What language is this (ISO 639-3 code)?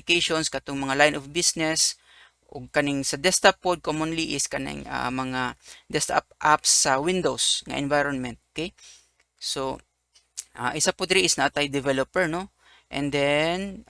ceb